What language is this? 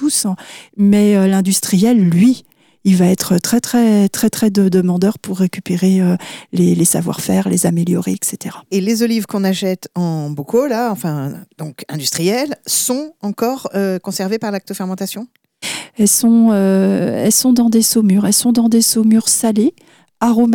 French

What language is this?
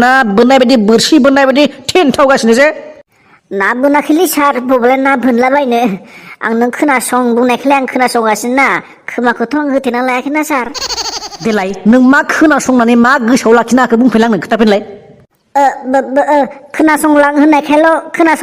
Bodo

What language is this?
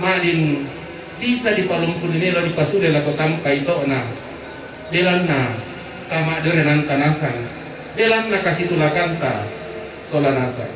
Toraja-Sa'dan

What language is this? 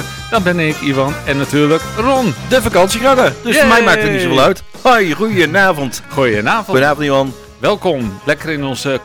Dutch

